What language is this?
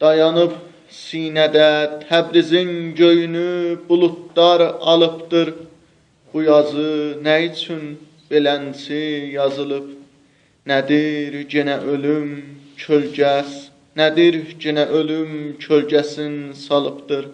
South Azerbaijani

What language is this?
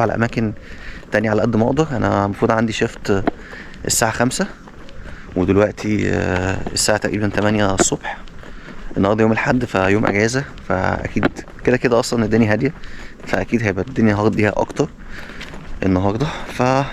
Egyptian Arabic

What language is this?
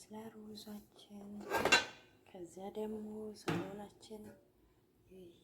Amharic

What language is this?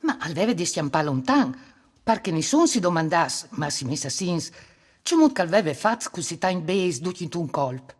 Friulian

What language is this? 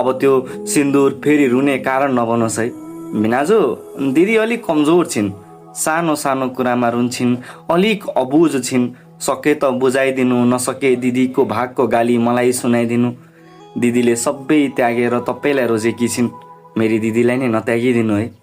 Nepali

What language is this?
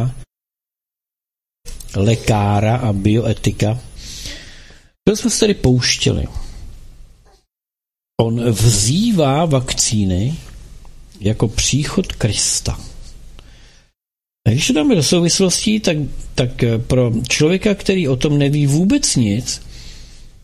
Czech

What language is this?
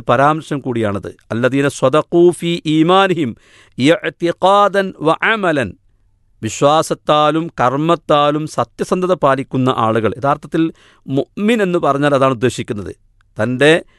Malayalam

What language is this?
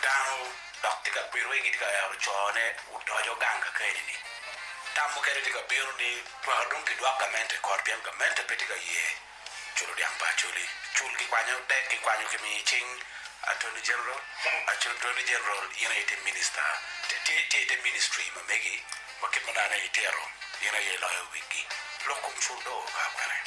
Acoli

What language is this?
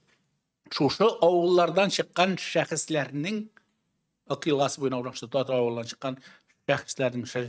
Tatar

